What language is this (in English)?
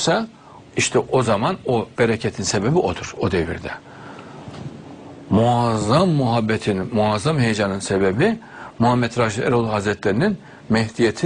Turkish